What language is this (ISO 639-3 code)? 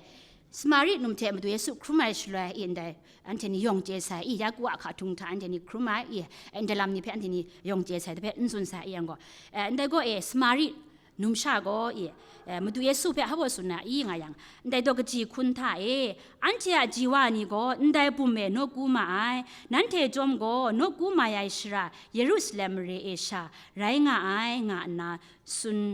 kac